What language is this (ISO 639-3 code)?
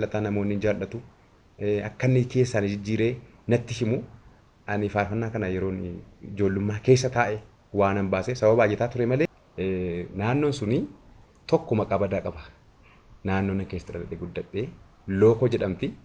orm